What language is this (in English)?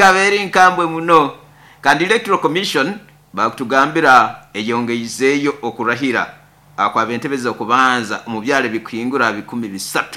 Nyoro